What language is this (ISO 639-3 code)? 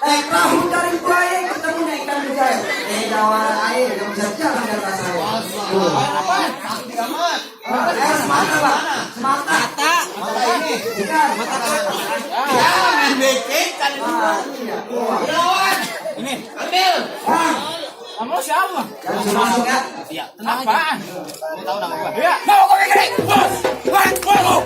bew